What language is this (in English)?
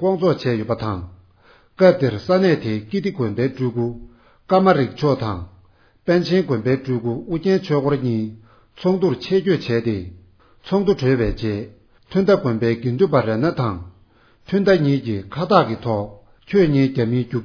Tibetan